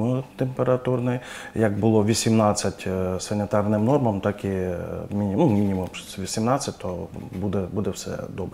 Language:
Ukrainian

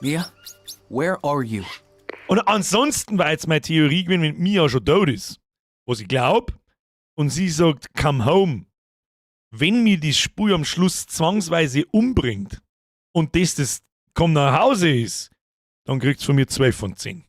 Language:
Bavarian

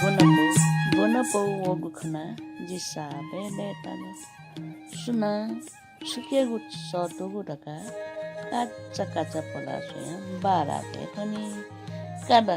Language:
Newari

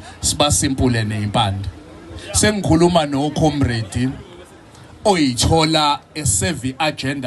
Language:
Zulu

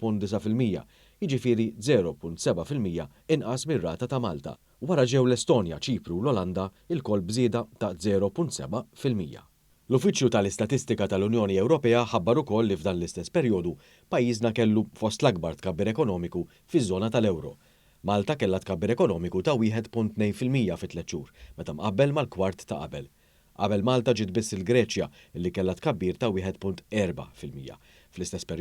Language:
Maltese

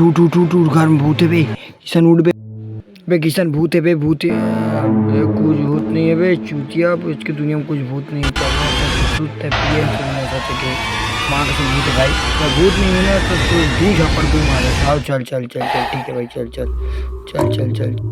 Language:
Chhattisgarhi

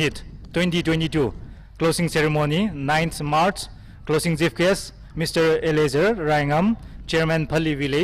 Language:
Tangkhul Naga (India)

